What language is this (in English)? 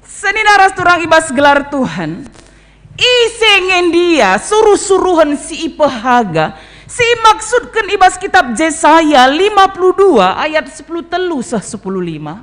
Batak Karo